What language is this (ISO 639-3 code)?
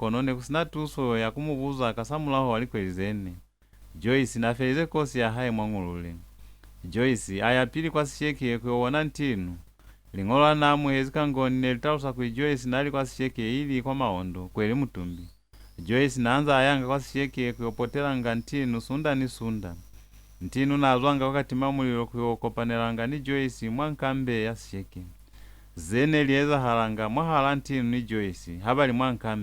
loz